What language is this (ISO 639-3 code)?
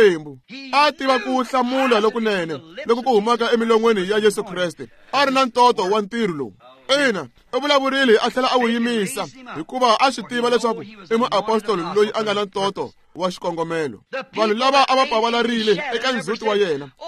tso